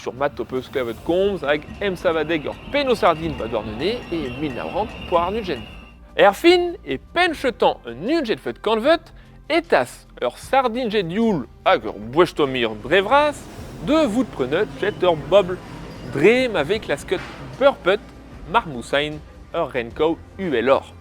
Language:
Breton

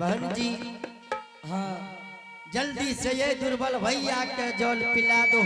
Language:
Angika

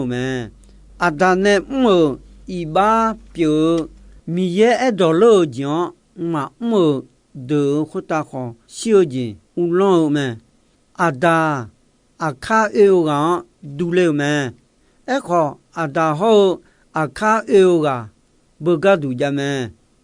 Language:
Akha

